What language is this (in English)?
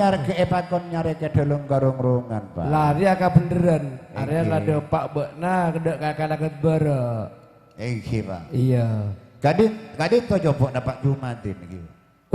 Madurese